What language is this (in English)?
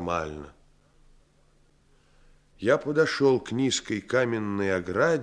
Russian